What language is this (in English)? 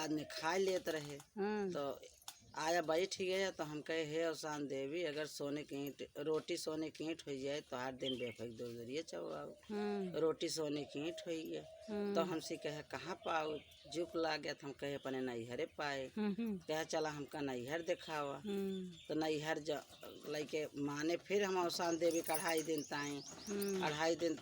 Awadhi